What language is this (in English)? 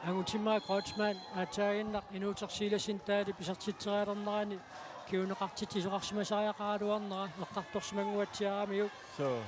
Kalaallisut